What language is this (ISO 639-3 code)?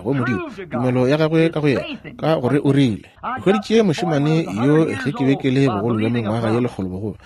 nso